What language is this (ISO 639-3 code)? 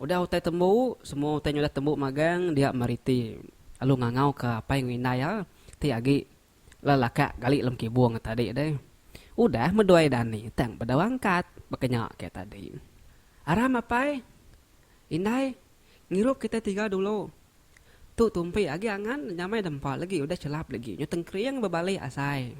iba